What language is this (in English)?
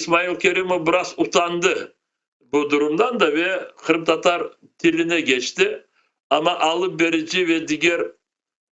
Crimean Tatar